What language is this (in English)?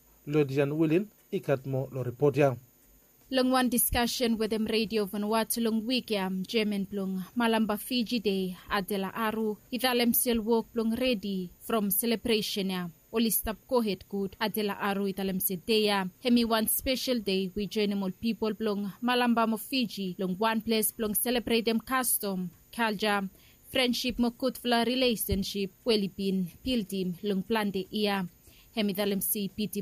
Bislama